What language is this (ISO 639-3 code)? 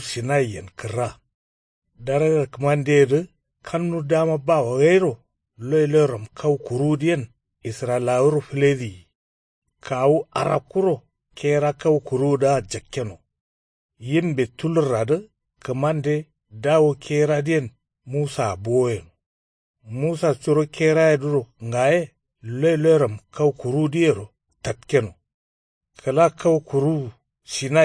kau